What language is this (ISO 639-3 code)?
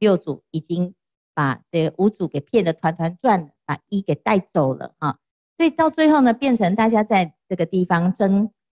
zho